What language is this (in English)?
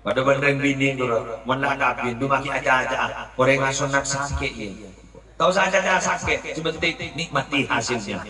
Madurese